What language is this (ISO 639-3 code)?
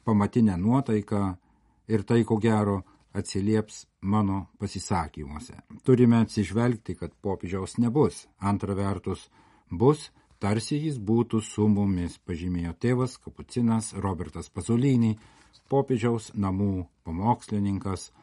lit